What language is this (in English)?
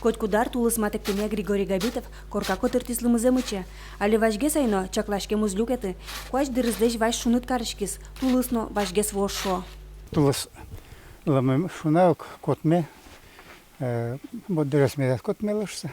Udmurt